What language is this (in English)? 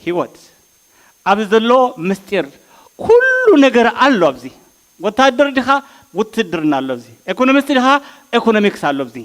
Tigrinya